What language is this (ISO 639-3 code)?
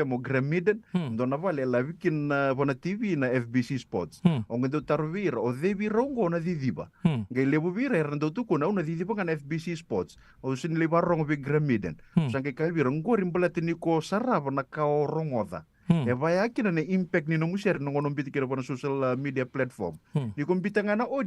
fij